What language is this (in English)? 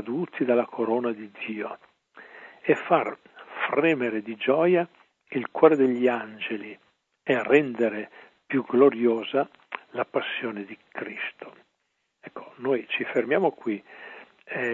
Italian